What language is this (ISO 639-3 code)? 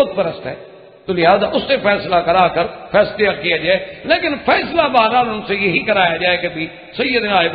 urd